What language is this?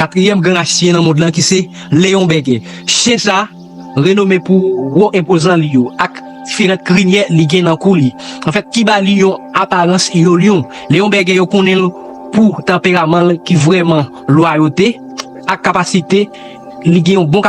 Haitian Creole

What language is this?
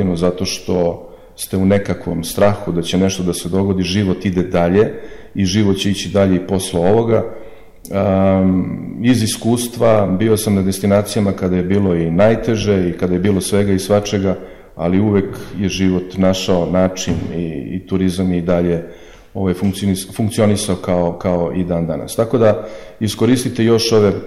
Serbian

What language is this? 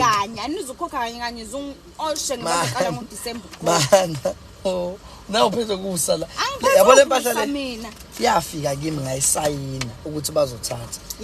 Zulu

